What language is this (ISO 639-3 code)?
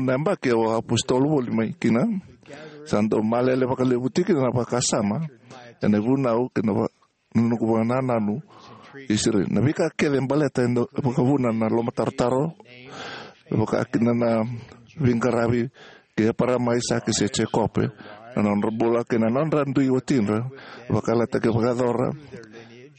fij